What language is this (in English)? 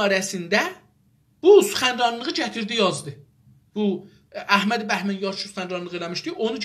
South Azerbaijani